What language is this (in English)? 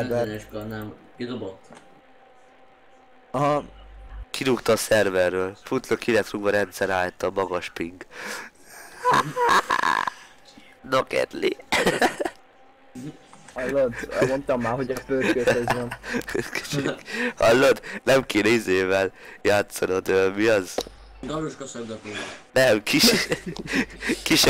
Hungarian